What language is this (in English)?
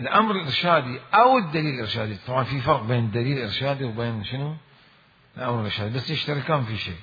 Mesopotamian Arabic